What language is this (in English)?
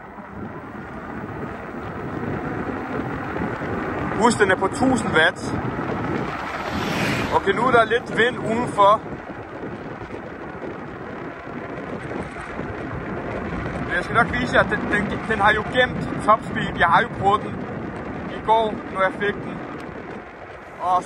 Danish